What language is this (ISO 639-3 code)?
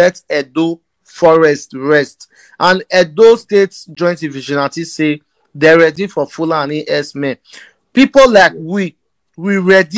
pcm